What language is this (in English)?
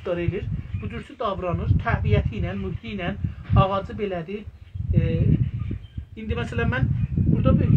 South Azerbaijani